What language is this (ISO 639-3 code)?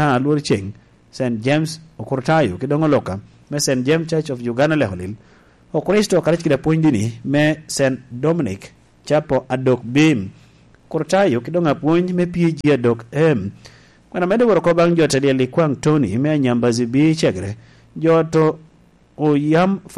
laj